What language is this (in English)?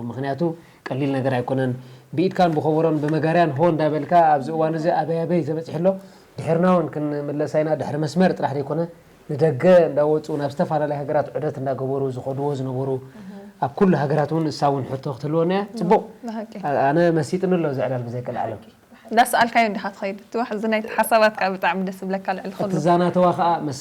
Tigrinya